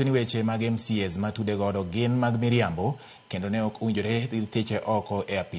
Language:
Luo (Kenya and Tanzania)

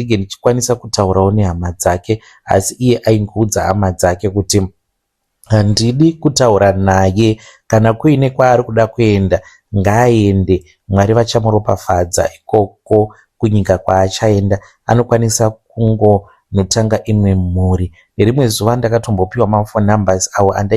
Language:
Shona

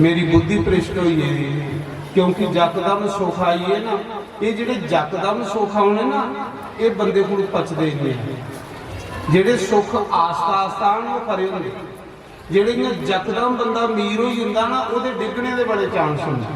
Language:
Dogri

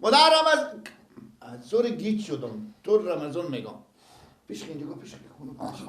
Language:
Persian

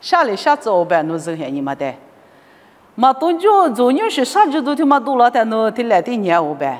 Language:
Lisu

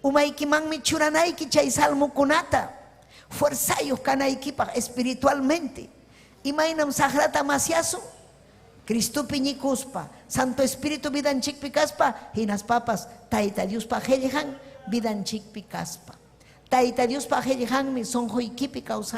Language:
Ayacucho Quechua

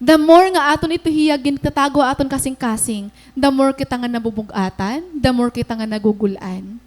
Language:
Waray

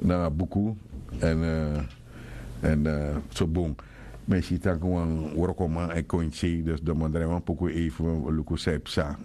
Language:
Sranan Tongo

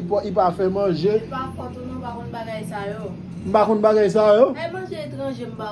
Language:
Haitian Creole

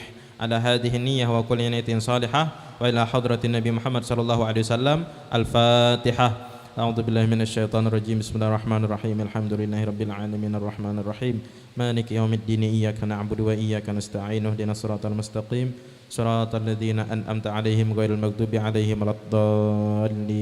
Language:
Banjar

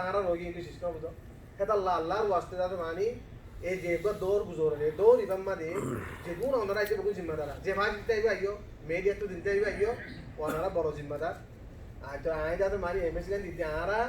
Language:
Rohingya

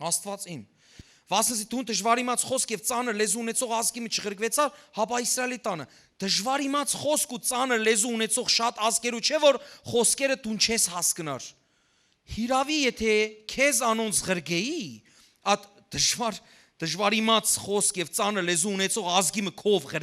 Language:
Western Armenian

